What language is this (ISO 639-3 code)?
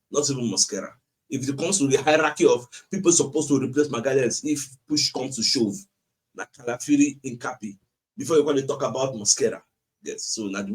pcm